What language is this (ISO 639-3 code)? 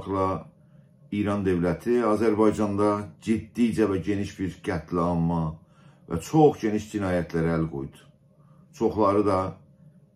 azb